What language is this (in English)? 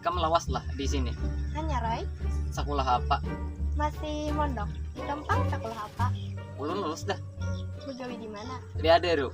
Banjar